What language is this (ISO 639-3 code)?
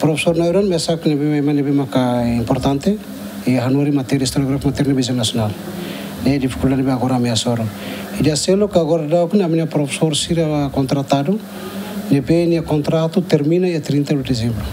tet